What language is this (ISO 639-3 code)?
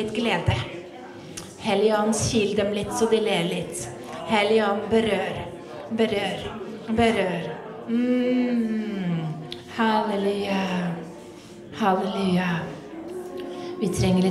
nor